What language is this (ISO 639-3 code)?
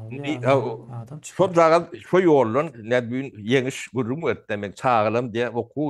tuk